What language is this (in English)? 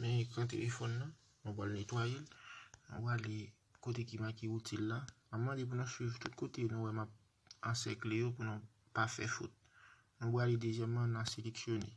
Haitian Creole